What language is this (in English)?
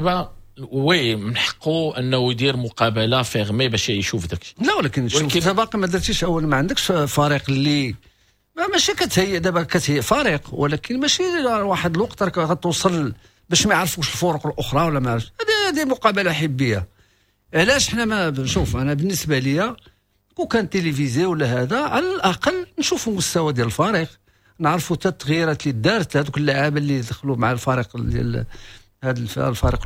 Moroccan Arabic